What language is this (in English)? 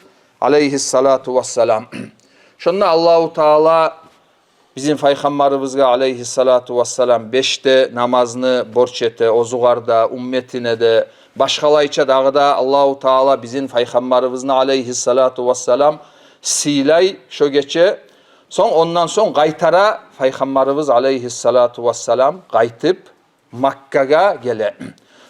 Kumyk